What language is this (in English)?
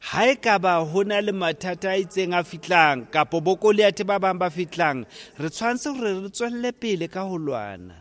Southern Sotho